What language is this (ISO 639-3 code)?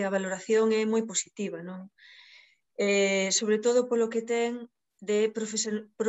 glg